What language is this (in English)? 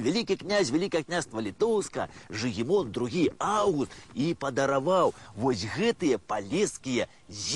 Belarusian